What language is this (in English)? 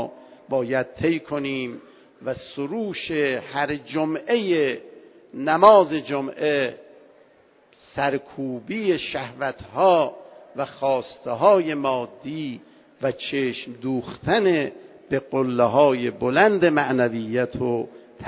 Persian